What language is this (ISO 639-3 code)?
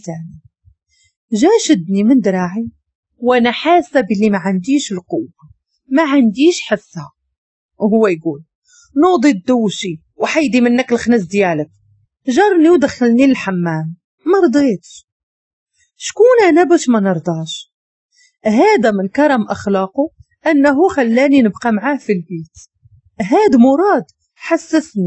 ary